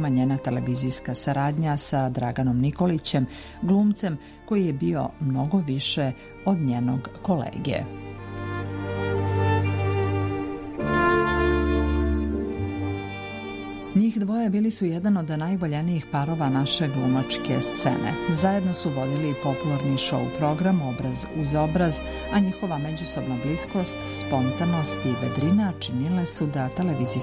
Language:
Serbian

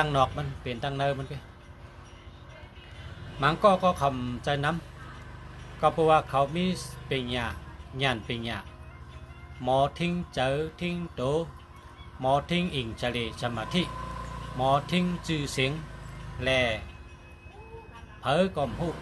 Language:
Shan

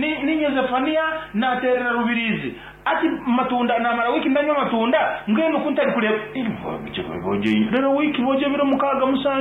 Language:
Nyankole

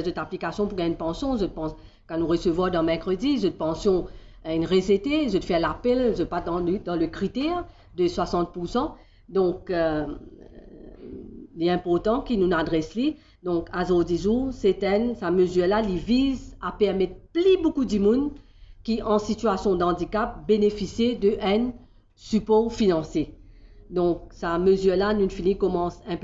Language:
Morisyen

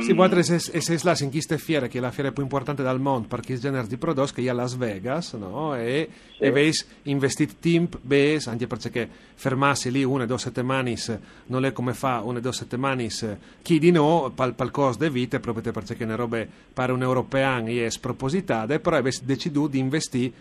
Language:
Friulian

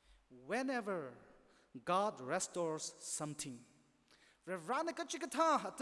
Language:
Tangkhul Naga (India)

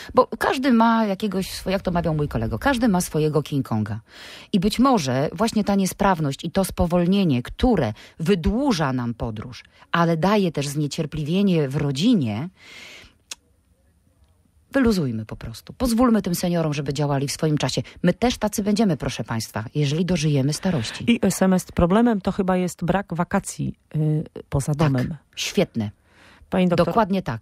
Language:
Polish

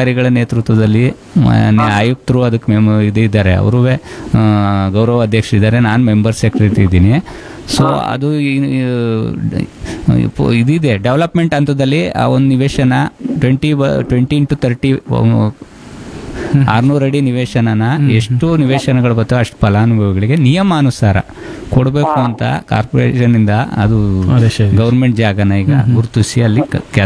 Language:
Kannada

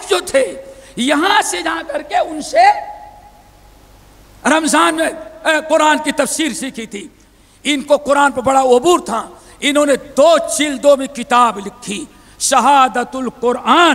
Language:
Urdu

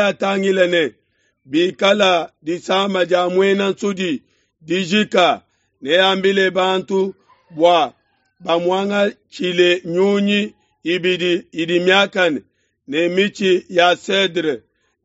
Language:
Luba-Lulua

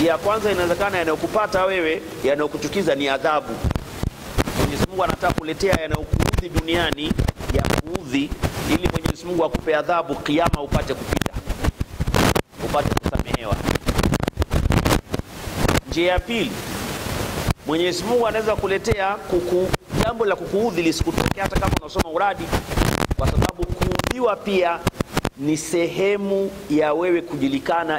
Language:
Swahili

